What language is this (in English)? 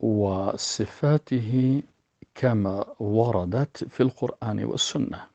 Persian